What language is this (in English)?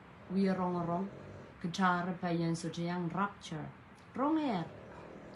Pohnpeian